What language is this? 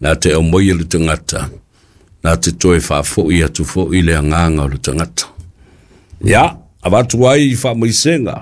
Samoan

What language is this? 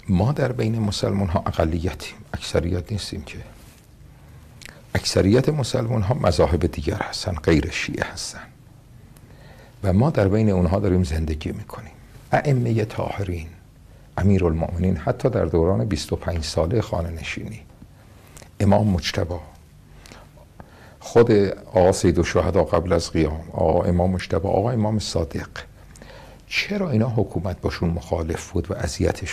Persian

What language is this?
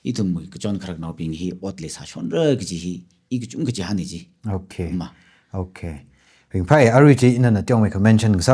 Tangkhul Naga (India)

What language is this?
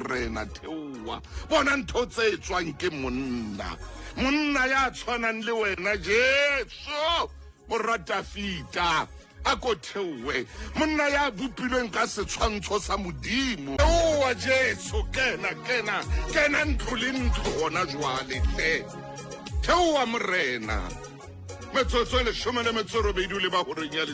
Southern Sotho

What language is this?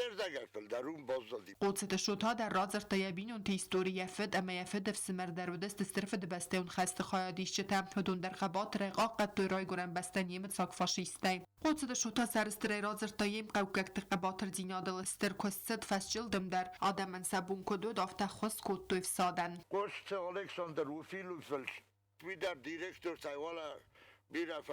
Ossetic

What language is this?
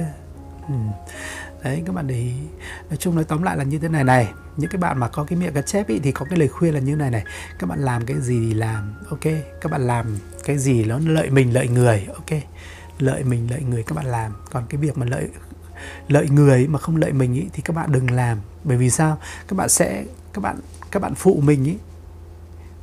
Vietnamese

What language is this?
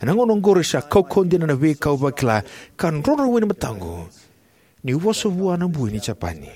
Fijian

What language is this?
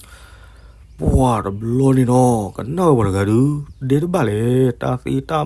S'gaw Karen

